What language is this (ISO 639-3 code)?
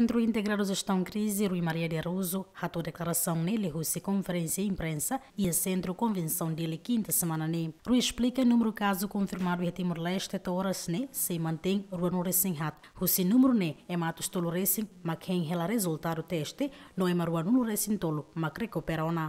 tet